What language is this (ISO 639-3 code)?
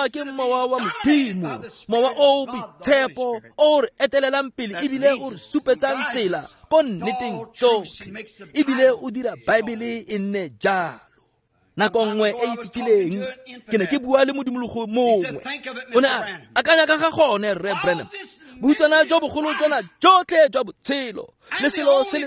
tsn